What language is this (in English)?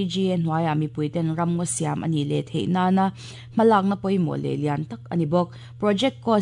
Mizo